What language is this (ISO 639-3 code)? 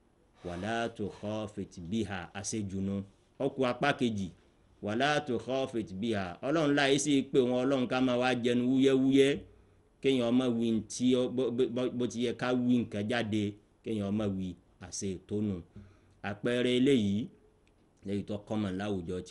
yor